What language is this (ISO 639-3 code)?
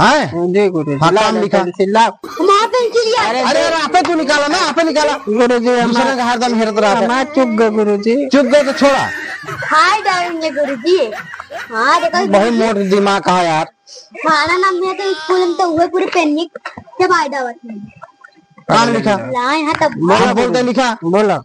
awa